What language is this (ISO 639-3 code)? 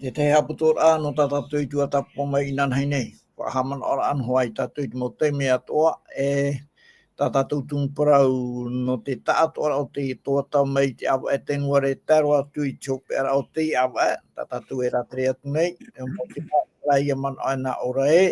tah